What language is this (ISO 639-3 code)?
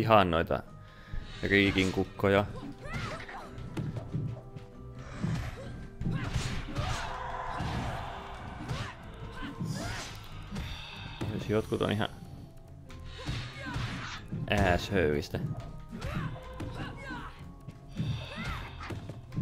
fin